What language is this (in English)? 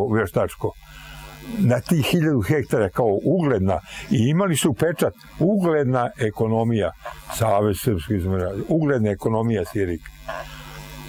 Serbian